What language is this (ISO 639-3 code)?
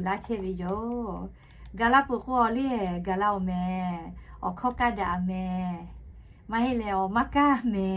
lhu